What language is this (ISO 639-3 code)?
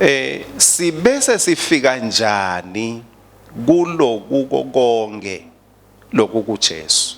ssw